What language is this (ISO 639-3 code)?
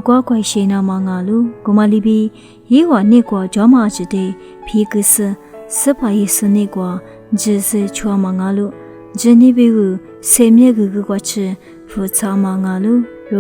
lis